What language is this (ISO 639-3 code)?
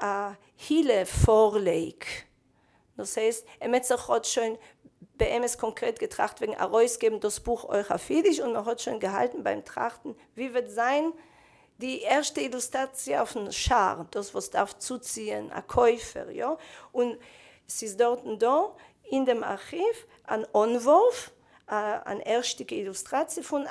yid